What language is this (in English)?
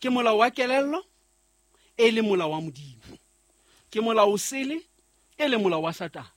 Southern Sotho